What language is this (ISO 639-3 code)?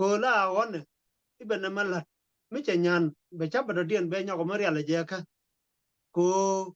nus